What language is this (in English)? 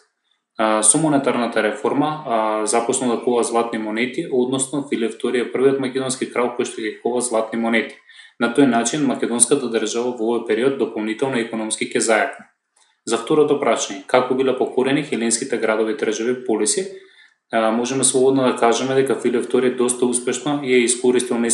Macedonian